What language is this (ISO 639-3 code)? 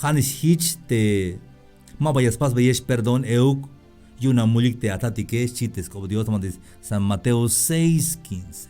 tzh